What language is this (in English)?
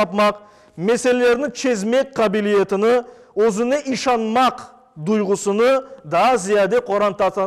Crimean Tatar